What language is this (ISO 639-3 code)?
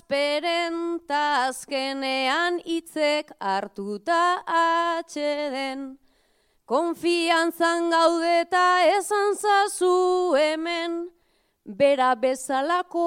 eus